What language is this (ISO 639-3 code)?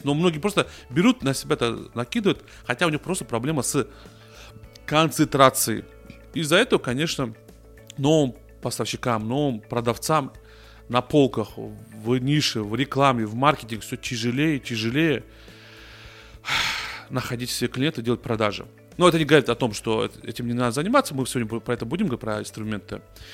rus